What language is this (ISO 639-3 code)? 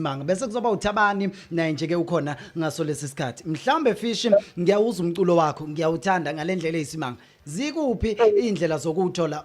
zul